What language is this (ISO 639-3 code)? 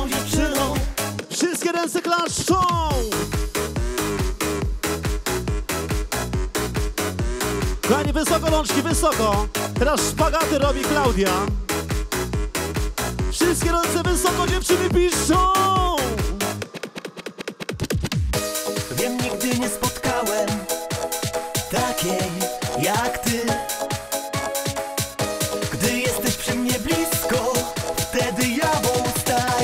pol